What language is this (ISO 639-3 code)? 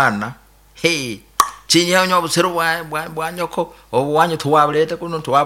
nyo